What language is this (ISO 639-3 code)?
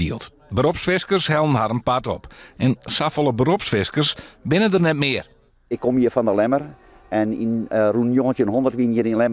fry